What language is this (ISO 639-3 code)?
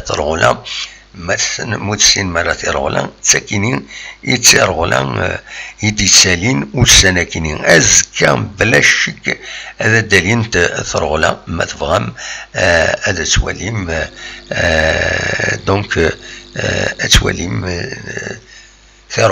kab